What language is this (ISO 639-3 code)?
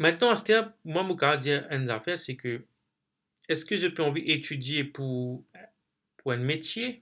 mfe